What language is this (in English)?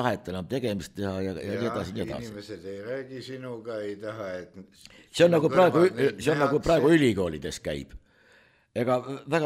Estonian